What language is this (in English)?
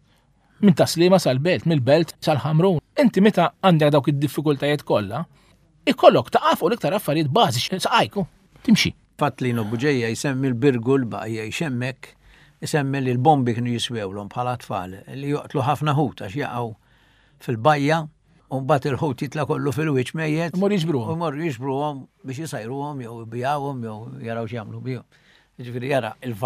Maltese